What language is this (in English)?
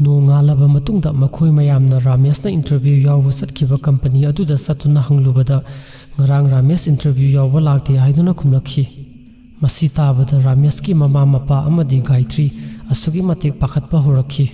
Manipuri